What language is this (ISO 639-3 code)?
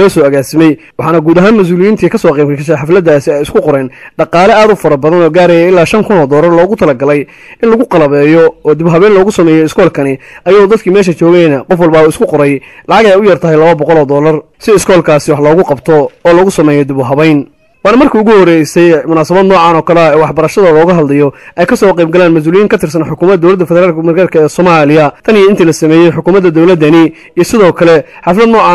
som